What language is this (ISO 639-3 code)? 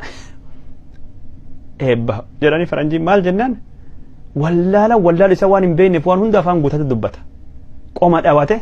orm